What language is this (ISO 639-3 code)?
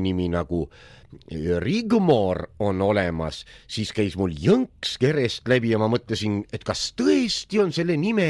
est